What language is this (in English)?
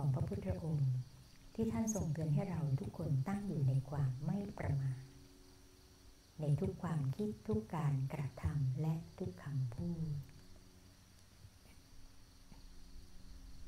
Thai